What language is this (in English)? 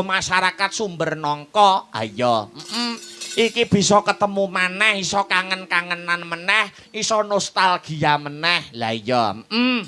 Javanese